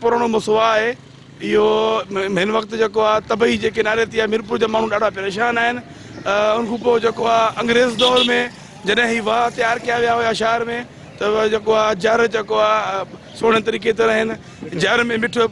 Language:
Sindhi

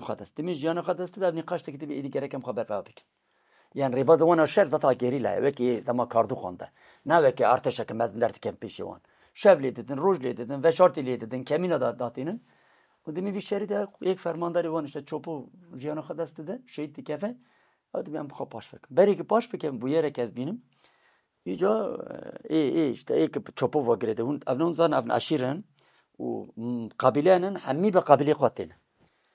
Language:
Kurdish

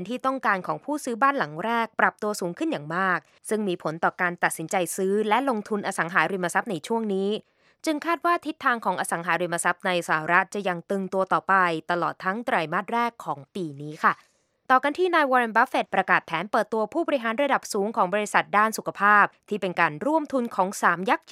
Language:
Thai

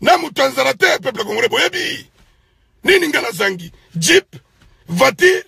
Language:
Lingala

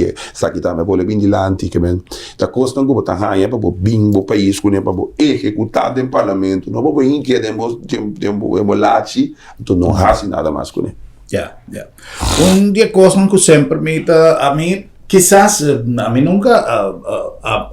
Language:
Papiamento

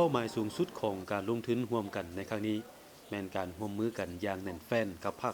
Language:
Lao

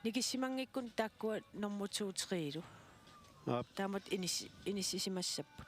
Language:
Kalaallisut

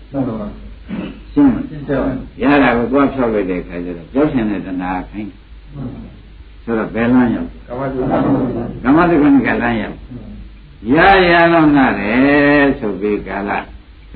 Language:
Burmese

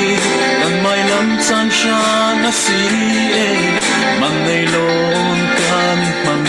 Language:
Falam Chin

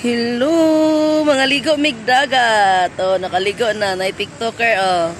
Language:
Cebuano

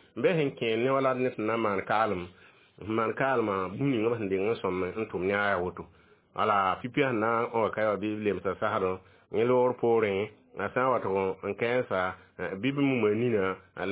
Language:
Mossi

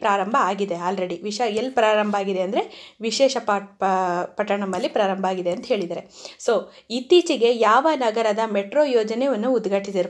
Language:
Kannada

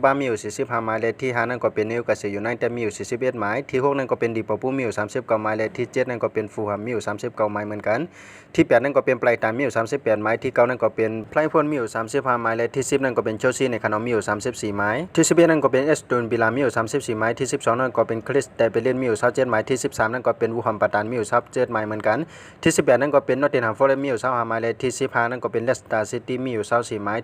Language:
Shan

